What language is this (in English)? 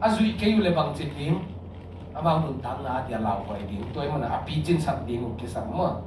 Tedim Chin